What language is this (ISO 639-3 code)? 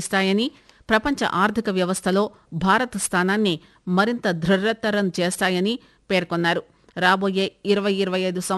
tel